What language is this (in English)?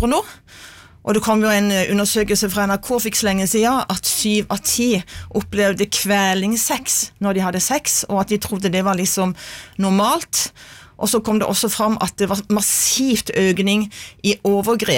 Norwegian